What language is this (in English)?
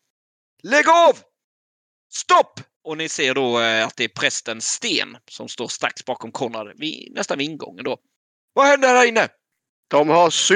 Swedish